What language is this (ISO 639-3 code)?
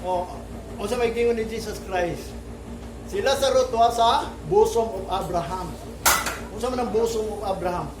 ceb